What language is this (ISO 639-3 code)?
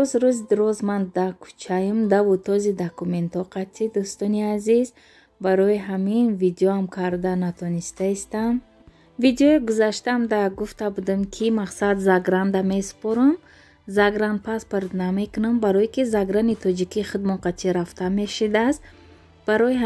tgk